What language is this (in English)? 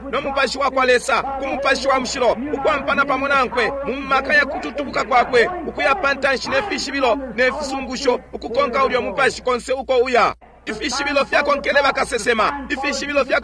Bemba